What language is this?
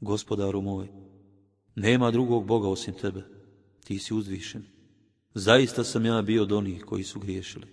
Bosnian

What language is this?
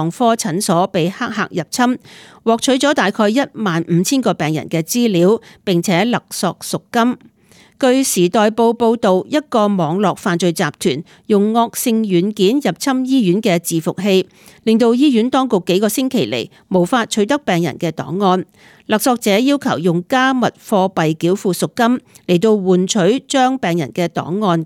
Cantonese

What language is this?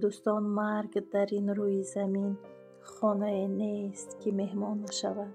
Tajik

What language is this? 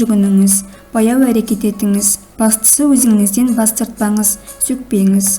Kazakh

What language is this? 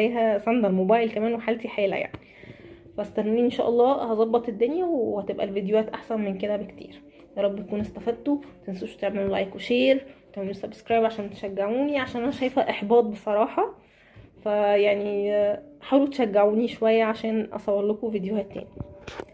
Egyptian Arabic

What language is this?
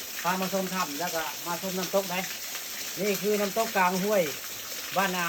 Northeastern Thai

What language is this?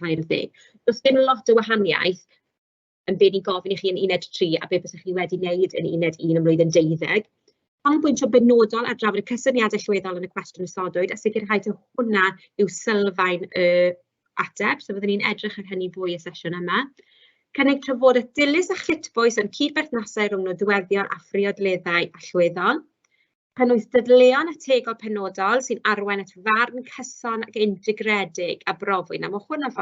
Welsh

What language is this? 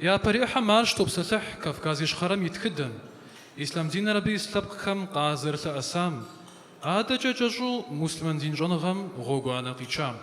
Kabardian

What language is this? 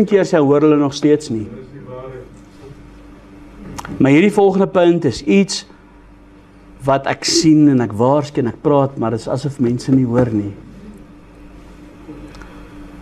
Afrikaans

